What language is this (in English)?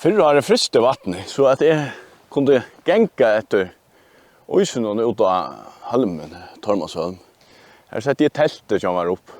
Faroese